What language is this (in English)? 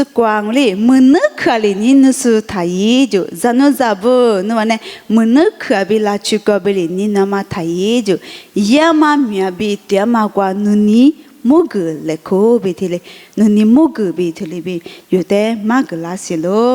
Lisu